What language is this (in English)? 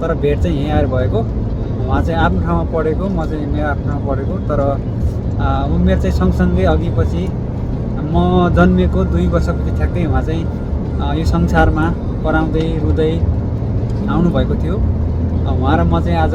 Nepali